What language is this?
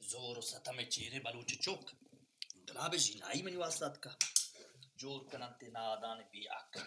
Baluchi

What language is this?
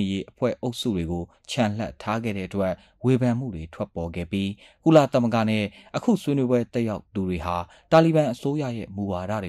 Burmese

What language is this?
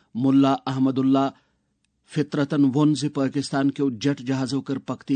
Kashmiri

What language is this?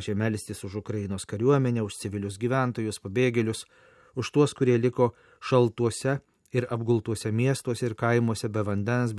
Lithuanian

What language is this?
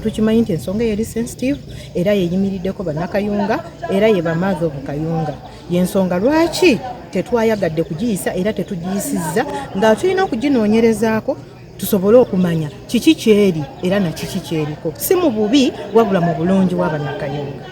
Ganda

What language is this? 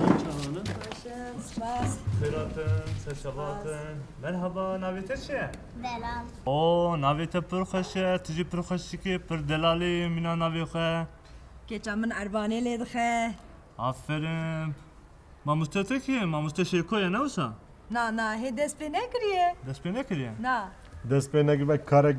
Kurdish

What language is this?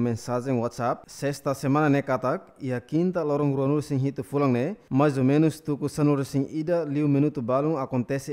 Tetum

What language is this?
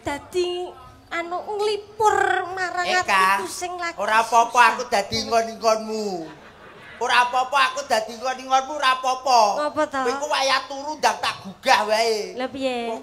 Javanese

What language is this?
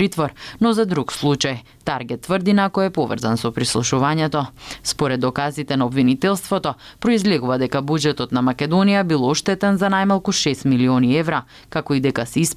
Macedonian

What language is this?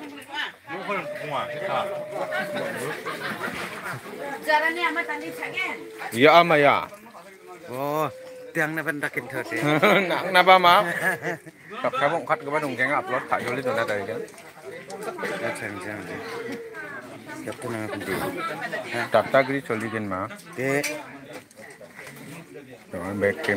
Malay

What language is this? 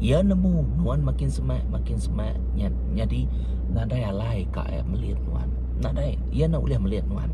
Iban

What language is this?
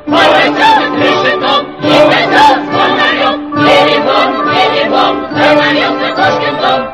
Russian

